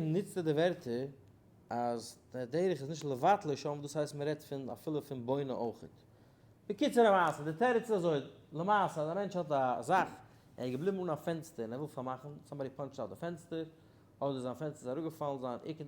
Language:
Yiddish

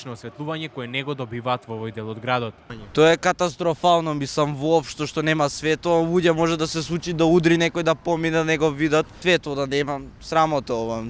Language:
Macedonian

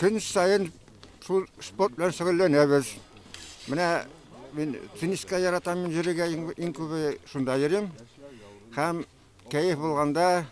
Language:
Tatar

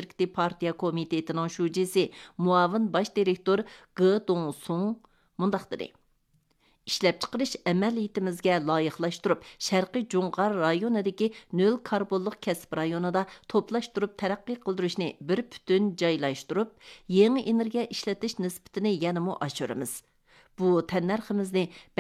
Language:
Uyghur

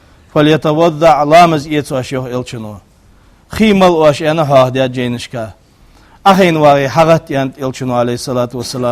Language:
Ingush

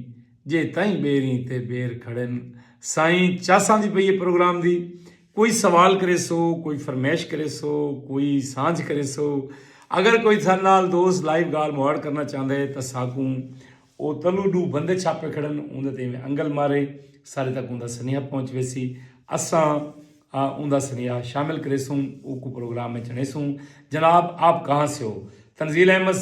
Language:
Saraiki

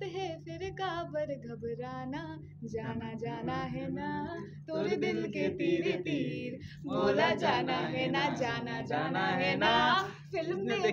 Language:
Chhattisgarhi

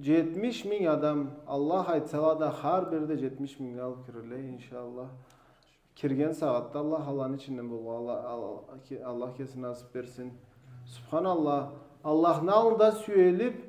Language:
Karachay-Balkar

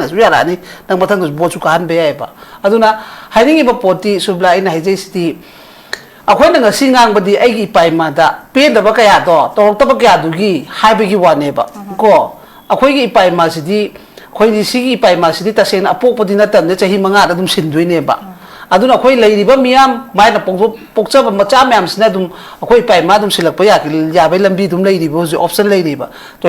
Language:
Manipuri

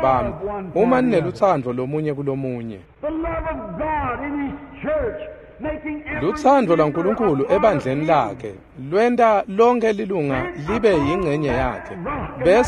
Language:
Swati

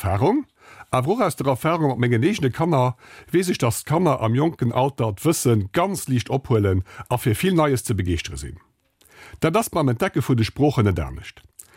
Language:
Luxembourgish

